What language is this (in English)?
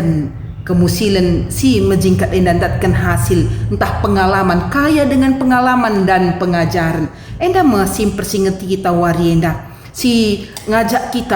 Batak Karo